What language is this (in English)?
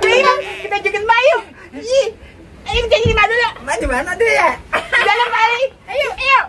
Betawi